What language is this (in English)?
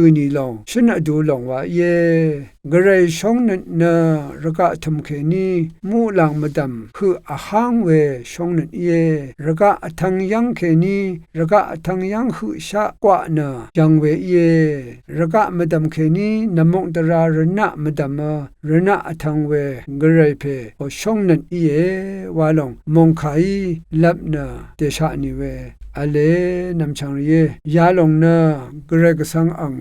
Rawang